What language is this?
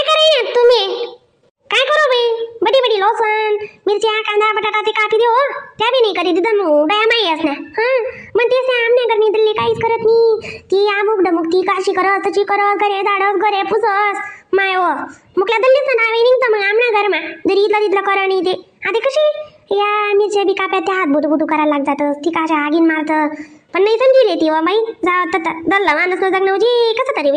Khandesi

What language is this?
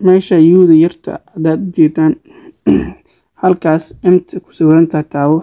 Somali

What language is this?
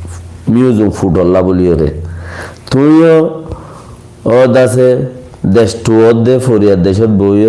Rohingya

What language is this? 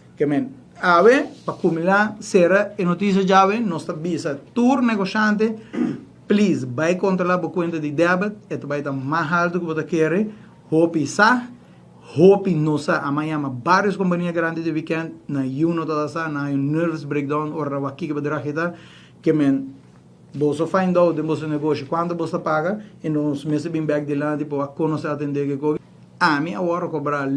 Papiamento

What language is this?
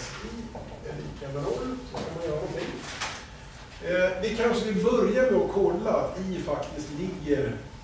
Swedish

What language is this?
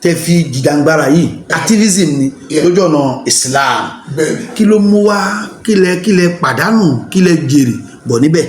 Yoruba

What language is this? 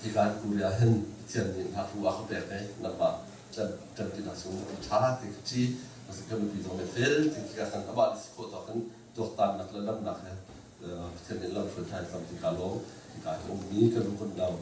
Hakha Chin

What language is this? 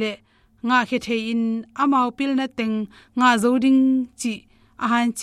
Tedim Chin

